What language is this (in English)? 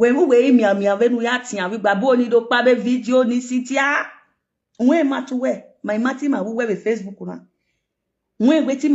Nigerian Pidgin